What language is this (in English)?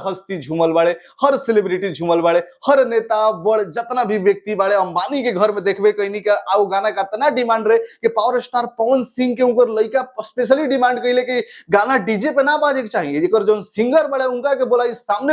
Bhojpuri